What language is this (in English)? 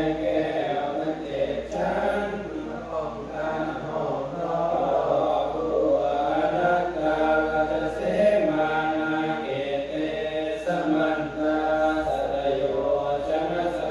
Pali